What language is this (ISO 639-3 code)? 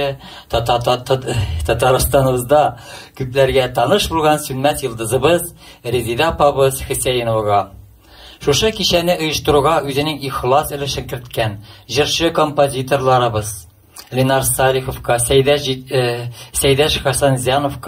tat